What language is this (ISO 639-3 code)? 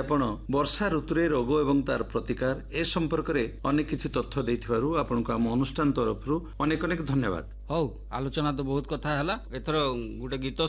ori